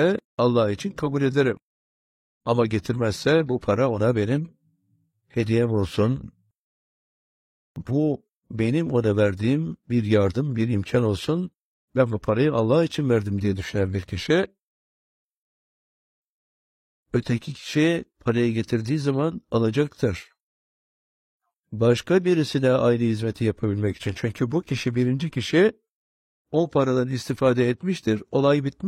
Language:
Turkish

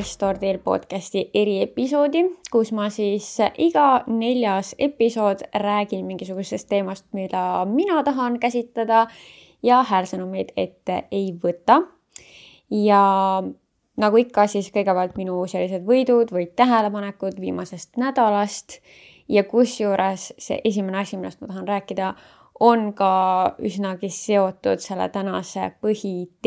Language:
Estonian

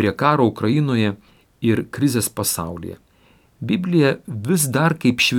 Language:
Lithuanian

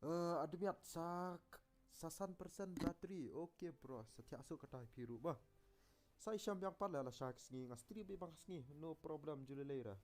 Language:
Khasi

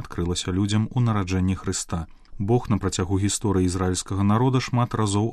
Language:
Belarusian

